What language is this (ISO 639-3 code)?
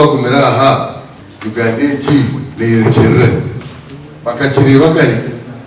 nyn